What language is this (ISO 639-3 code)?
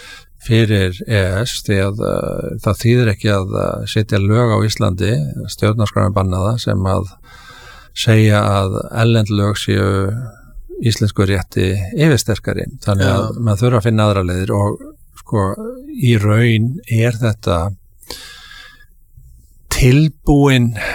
isl